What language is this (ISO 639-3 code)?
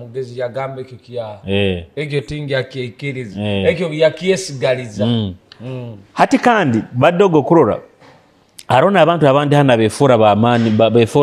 nyo